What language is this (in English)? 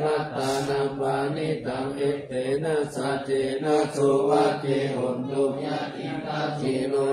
Pali